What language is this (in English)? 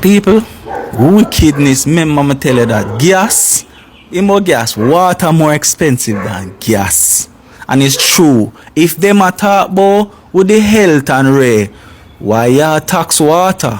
Jamaican Creole English